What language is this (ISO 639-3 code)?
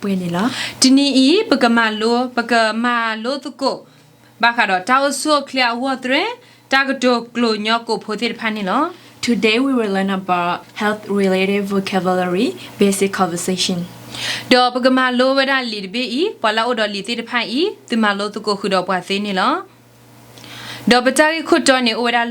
ksw